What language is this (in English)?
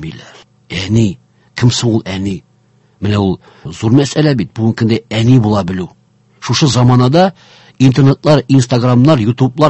Tatar